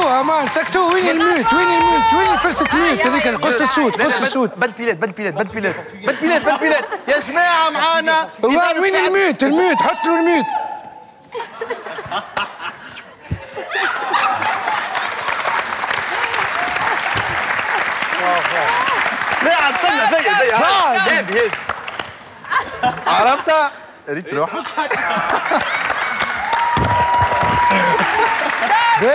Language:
Tunisian Arabic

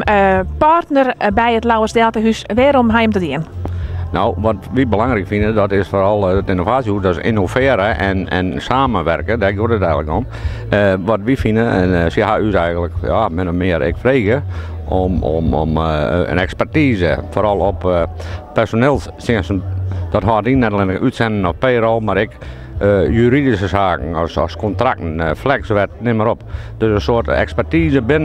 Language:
Western Frisian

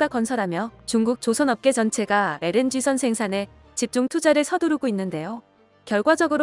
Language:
Korean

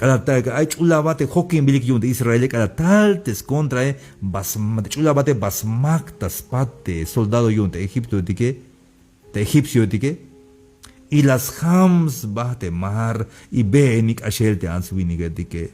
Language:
Tzeltal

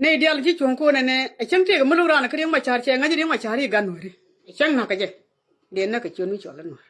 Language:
Nuer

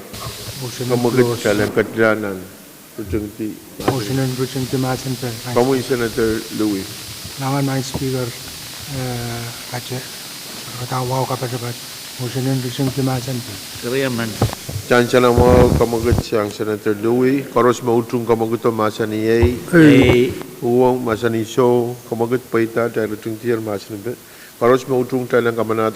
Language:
Pohnpeian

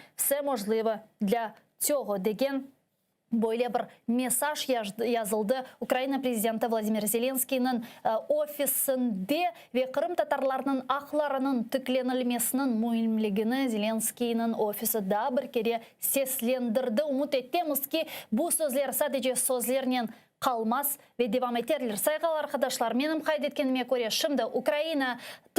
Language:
Crimean Tatar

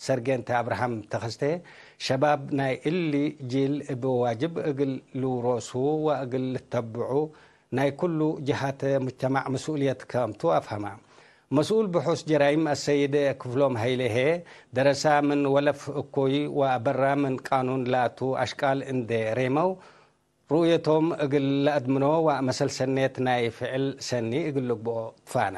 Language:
Tigre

